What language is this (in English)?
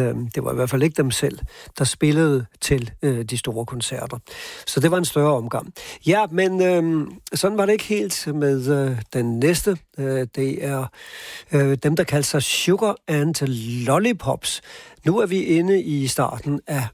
Danish